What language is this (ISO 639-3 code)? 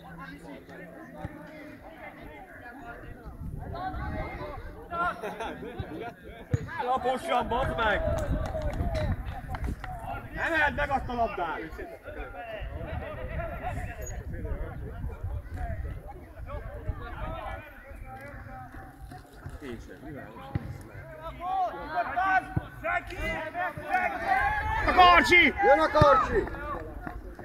hun